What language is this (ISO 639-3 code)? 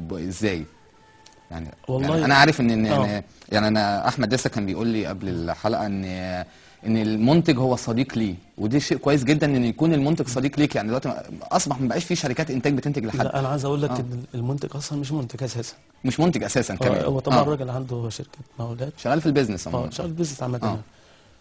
arz